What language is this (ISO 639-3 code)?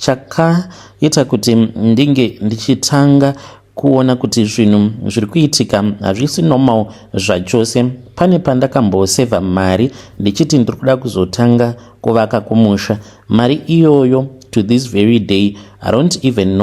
sna